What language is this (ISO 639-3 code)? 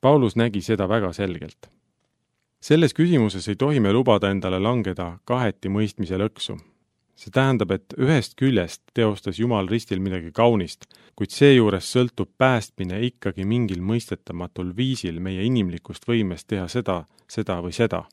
est